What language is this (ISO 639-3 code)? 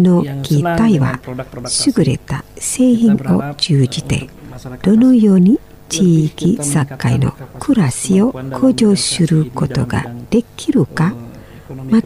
jpn